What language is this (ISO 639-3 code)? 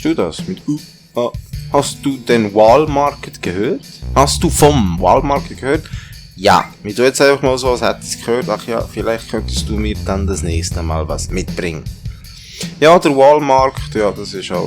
gsw